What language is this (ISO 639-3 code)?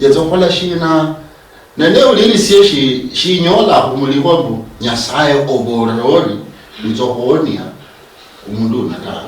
luy